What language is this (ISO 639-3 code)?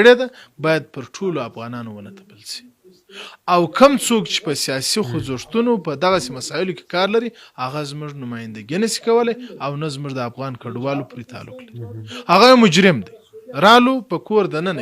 pus